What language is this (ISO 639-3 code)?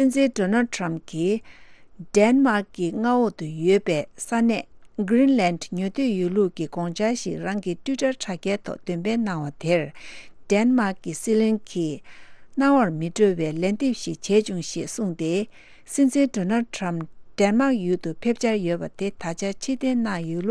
bod